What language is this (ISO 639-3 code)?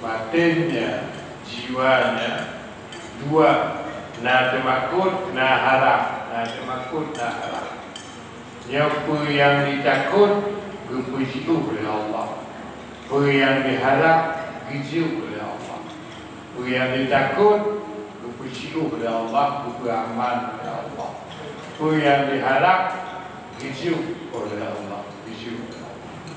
ace